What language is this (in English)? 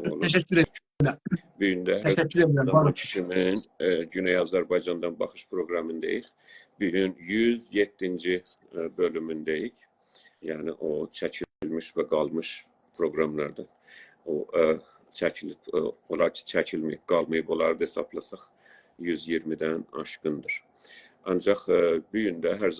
South Azerbaijani